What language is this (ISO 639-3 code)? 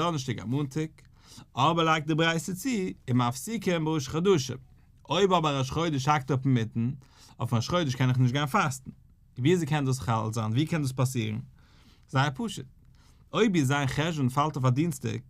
yid